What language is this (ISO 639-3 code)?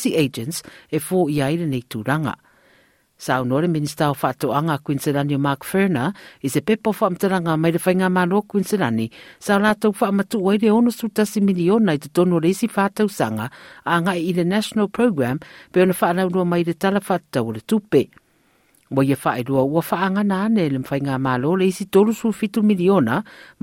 smo